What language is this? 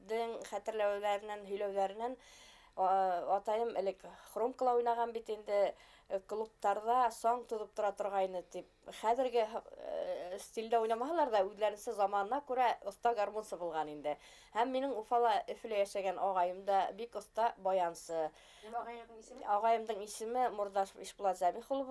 Bashkir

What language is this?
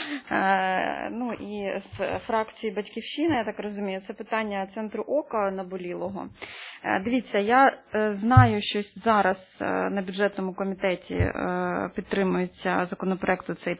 Ukrainian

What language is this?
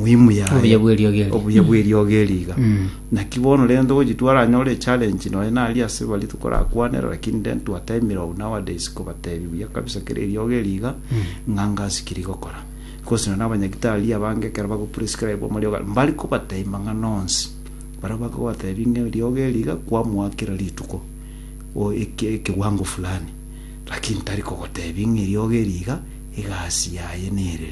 Gusii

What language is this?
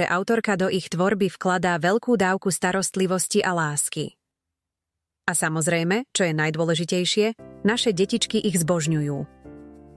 Slovak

